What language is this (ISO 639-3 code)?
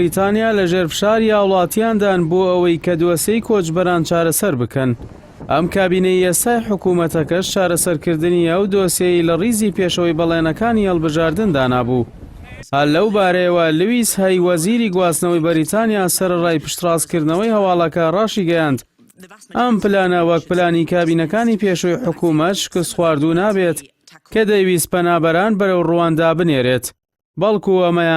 ckb